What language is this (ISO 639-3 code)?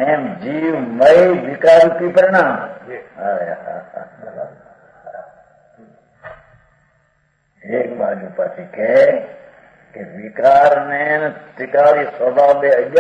guj